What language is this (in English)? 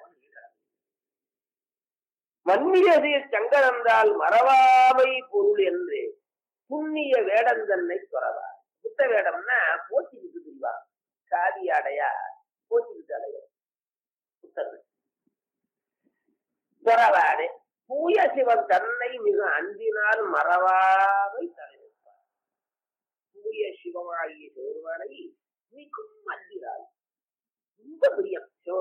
Tamil